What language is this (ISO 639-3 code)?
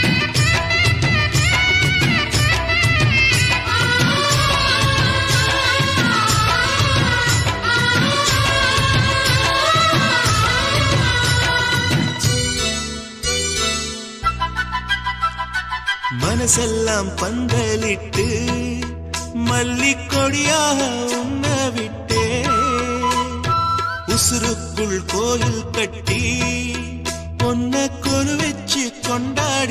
tam